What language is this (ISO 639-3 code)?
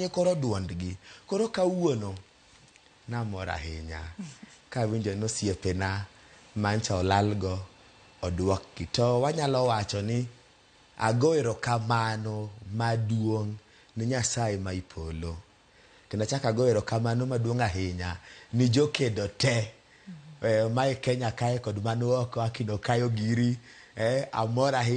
luo